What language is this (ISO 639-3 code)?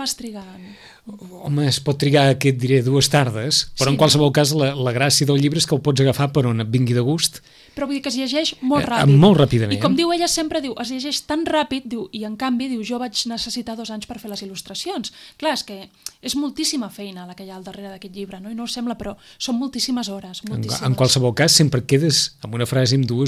cat